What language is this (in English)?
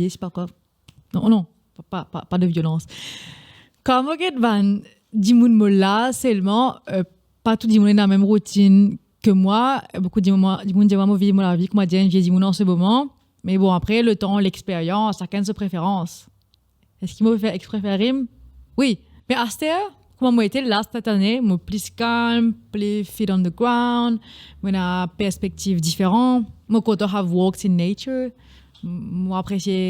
Morisyen